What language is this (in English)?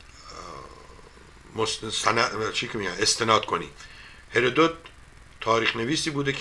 Persian